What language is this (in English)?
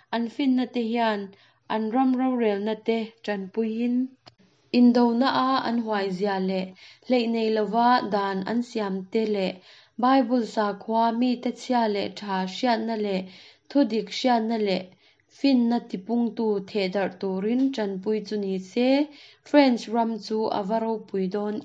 Mizo